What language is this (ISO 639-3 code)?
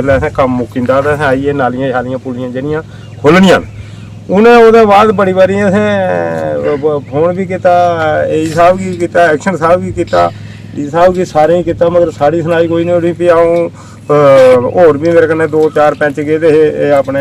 doi